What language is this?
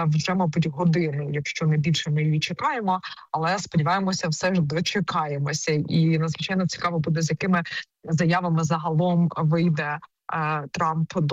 Ukrainian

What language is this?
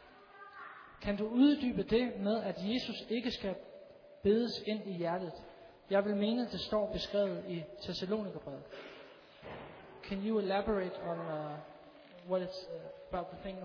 Danish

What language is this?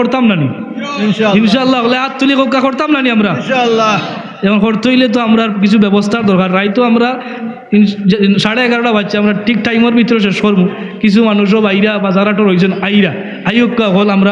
Sylheti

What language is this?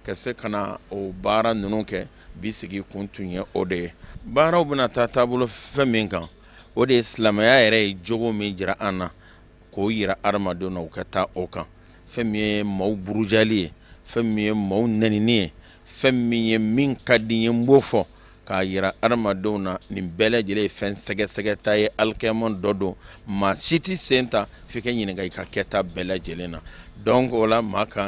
Bambara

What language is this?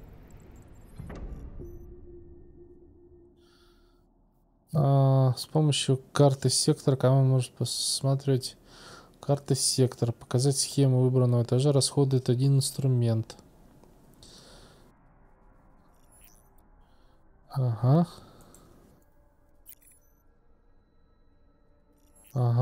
Russian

